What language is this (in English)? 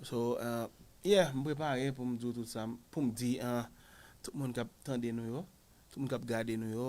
Haitian Creole